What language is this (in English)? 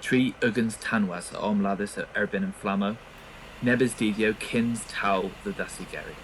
Cornish